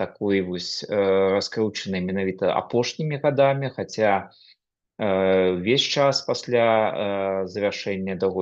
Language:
Belarusian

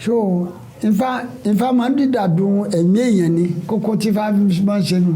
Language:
Yoruba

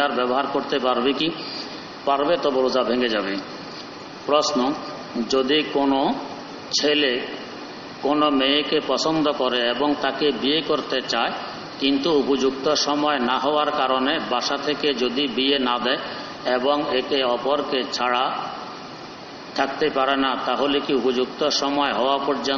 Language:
Bangla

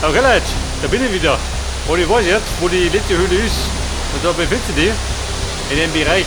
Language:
Bavarian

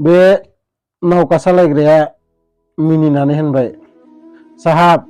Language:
Bodo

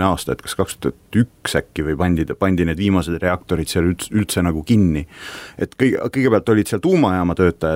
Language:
Estonian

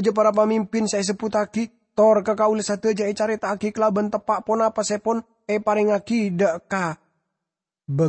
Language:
Madurese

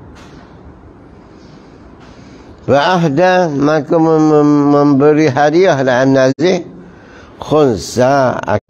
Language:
Malay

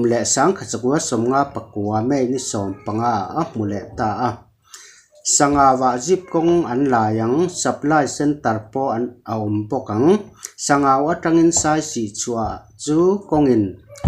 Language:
Mizo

